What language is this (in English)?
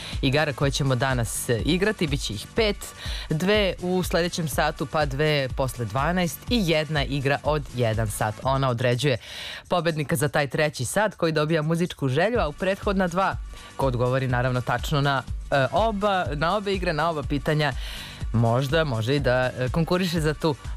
Serbian